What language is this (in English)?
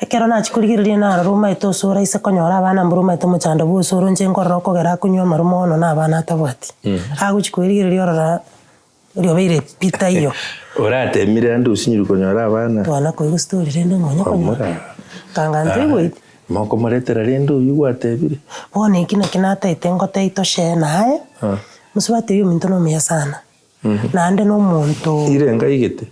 Gusii